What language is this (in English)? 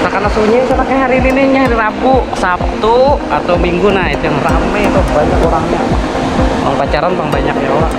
Banjar